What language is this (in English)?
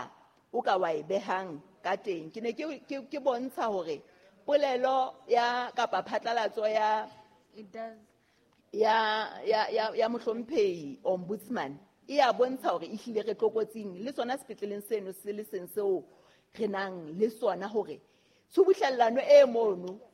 Southern Sotho